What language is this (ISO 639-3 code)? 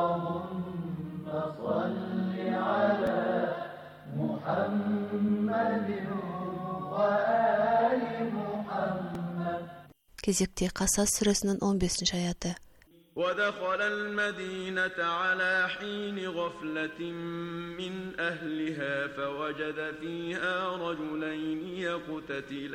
kaz